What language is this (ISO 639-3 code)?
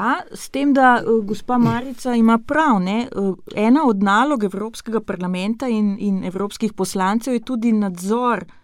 slv